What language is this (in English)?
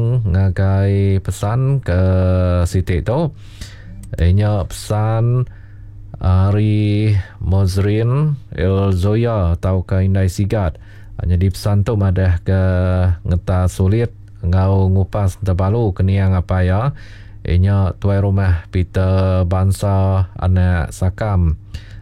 Iban